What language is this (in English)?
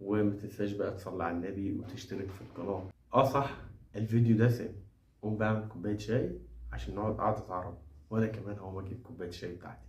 Egyptian Arabic